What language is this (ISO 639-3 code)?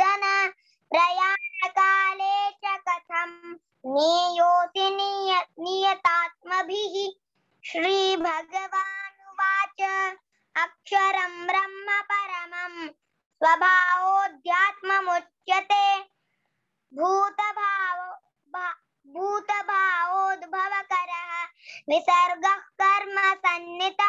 san